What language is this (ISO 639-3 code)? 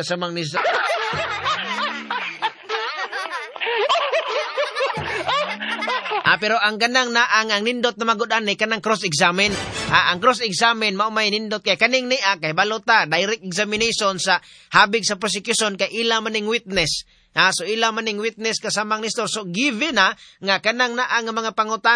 ceb